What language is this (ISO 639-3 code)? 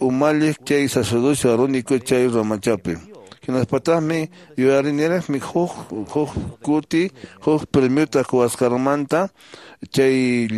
que